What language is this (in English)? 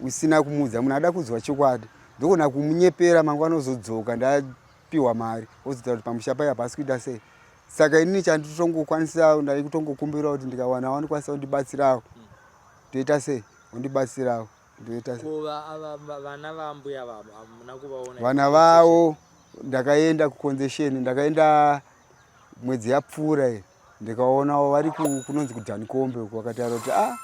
Shona